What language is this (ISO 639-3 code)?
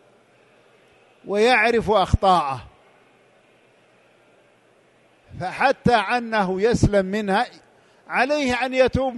ara